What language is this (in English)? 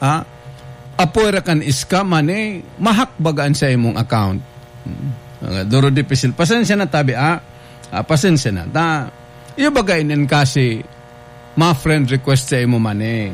Bikol